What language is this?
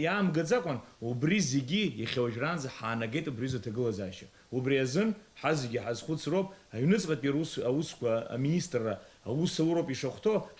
Abkhazian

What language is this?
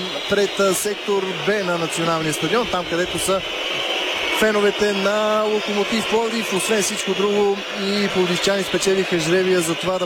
Bulgarian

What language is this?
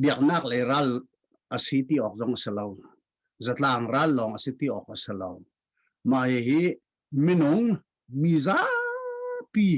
Hakha Chin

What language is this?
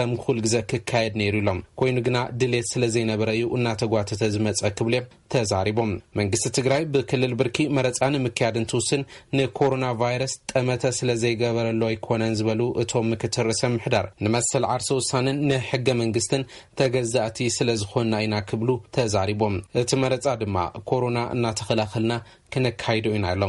Tigrinya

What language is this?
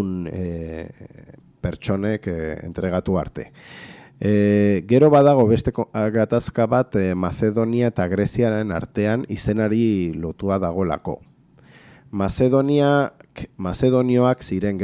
Basque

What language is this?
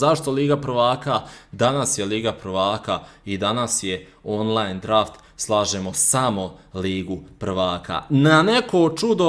Croatian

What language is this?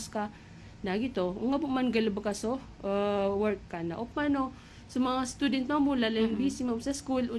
Maranao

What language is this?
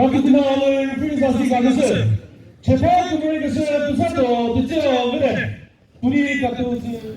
Chokri Naga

